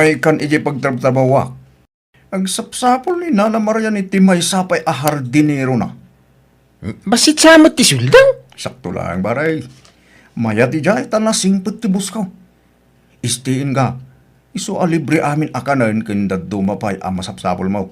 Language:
Iloko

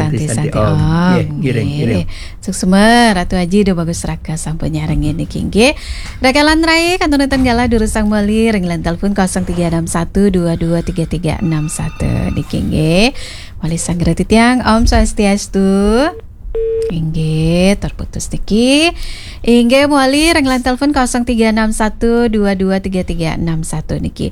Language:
Balinese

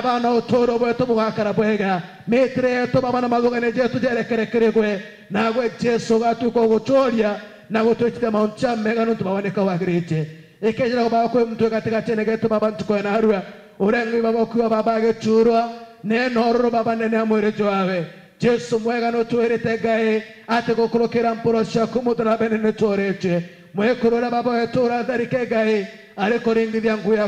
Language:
Meru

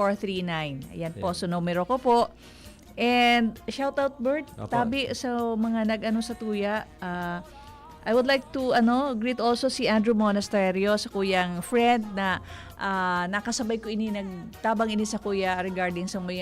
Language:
Bikol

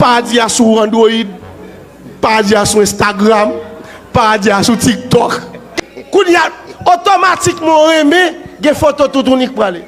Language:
Haitian Creole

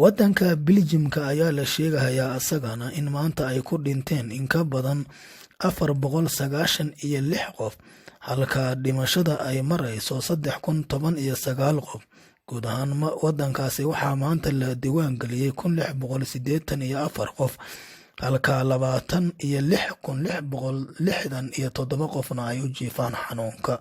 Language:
Somali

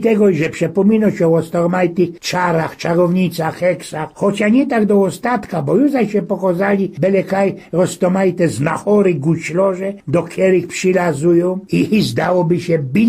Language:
Silesian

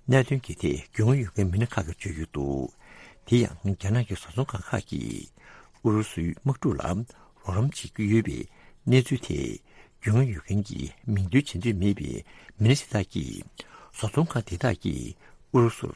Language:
Tibetan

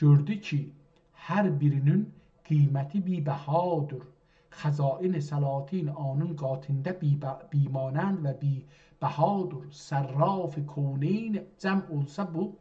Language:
South Azerbaijani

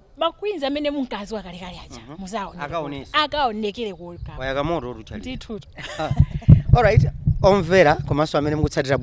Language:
Nyanja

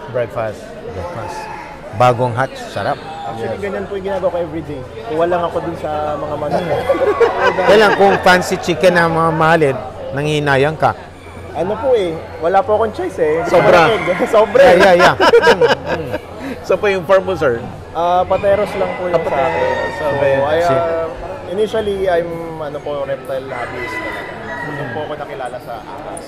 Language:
Filipino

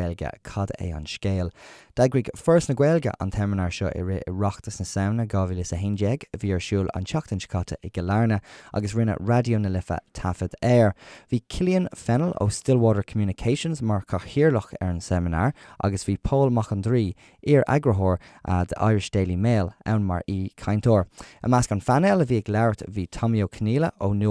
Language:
Irish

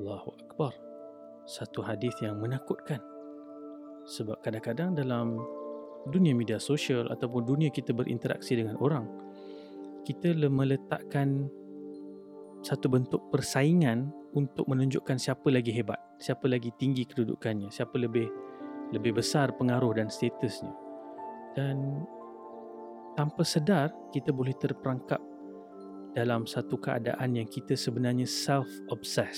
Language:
Malay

